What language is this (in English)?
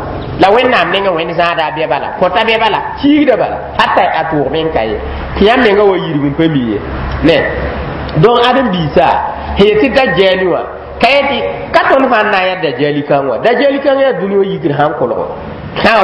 Mossi